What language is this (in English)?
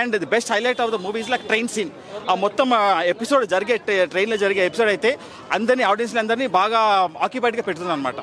Telugu